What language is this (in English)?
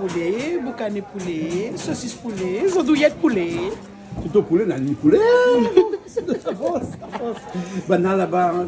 Réunion Creole French